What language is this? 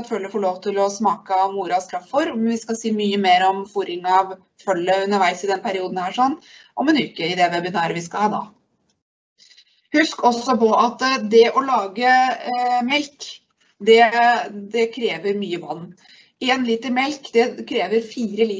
Norwegian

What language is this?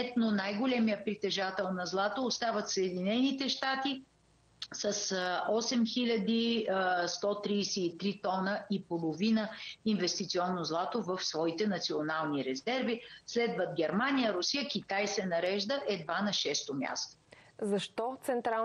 Bulgarian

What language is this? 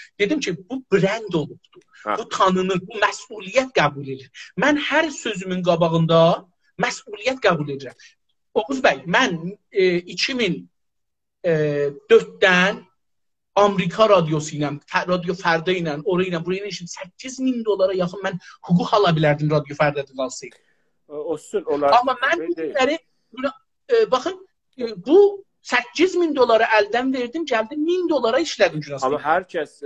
South Azerbaijani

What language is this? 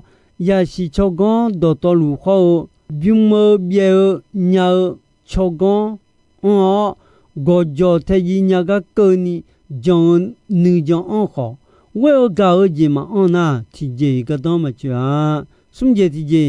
Akha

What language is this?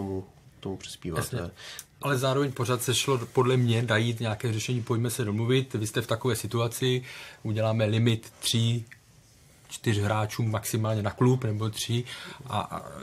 Czech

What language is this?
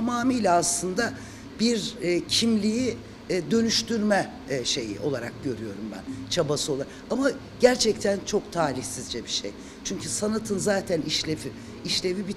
Turkish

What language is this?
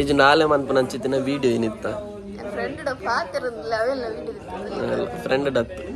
Tulu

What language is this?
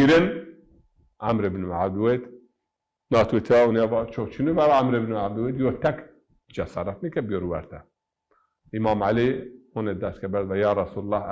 Zaza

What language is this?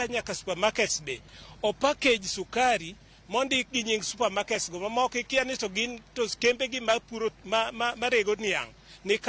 Luo (Kenya and Tanzania)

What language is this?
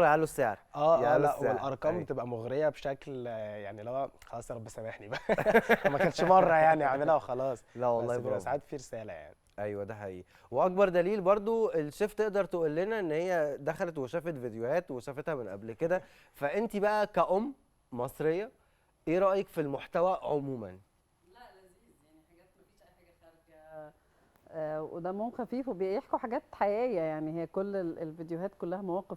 Egyptian Arabic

